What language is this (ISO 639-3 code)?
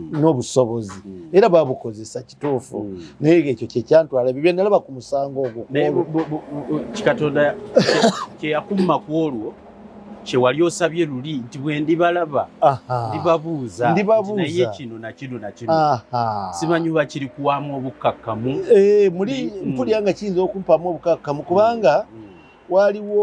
lug